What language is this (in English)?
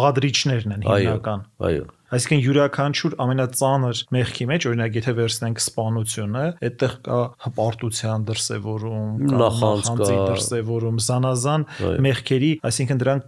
Armenian